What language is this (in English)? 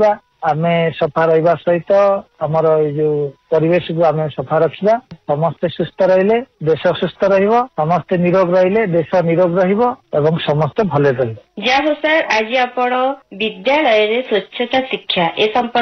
Odia